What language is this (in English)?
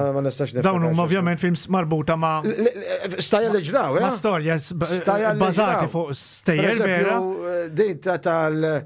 Maltese